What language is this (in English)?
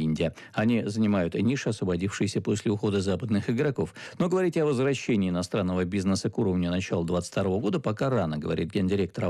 Russian